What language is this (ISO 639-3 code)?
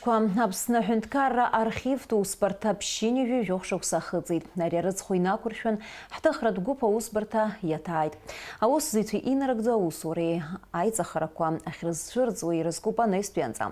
abk